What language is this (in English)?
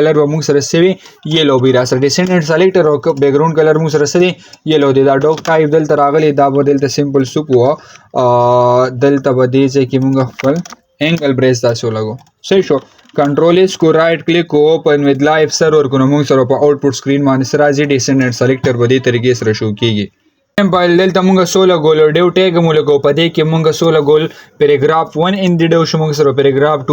Pashto